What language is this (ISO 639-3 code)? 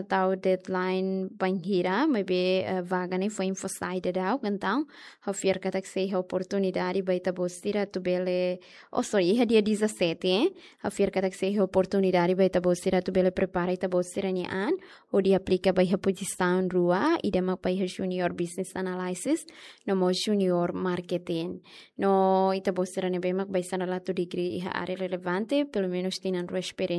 tet